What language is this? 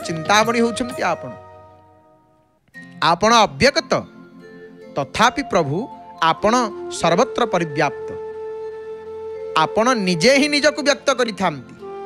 Odia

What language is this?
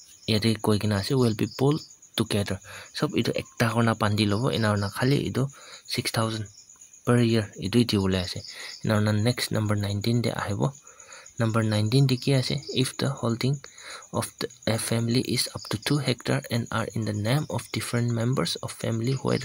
Naga Pidgin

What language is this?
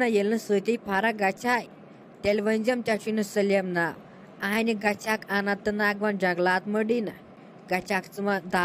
Kashmiri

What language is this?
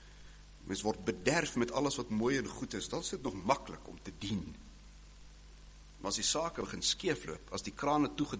Afrikaans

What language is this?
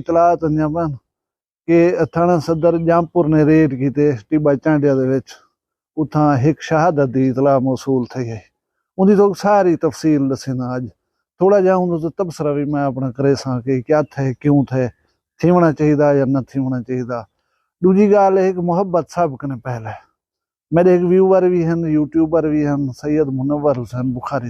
Saraiki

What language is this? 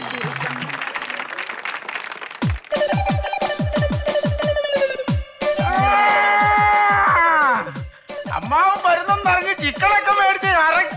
Malayalam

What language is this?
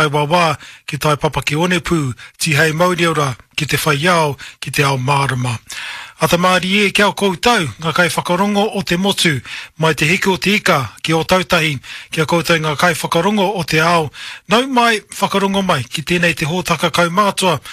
Māori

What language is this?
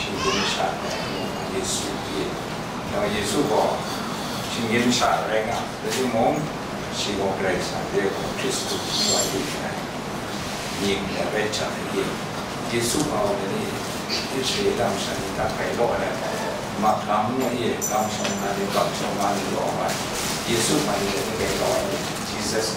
Kachin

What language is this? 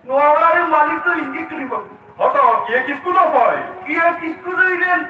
Santali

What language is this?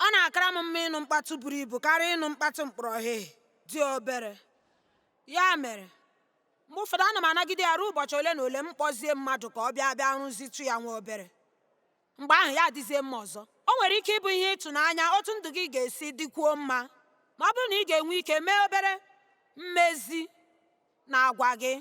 Igbo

